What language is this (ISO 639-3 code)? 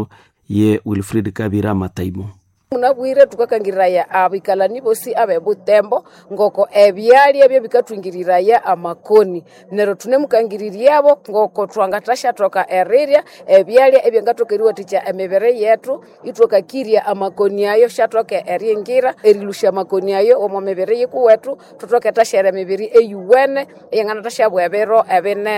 nnb